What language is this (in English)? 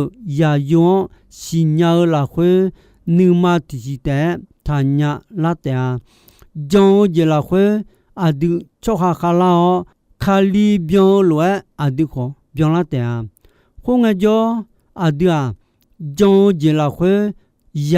Akha